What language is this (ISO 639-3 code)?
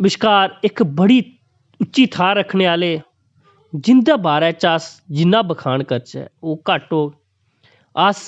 doi